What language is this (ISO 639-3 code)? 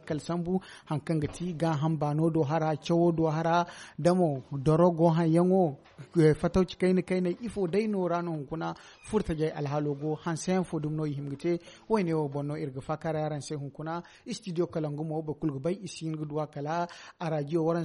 dje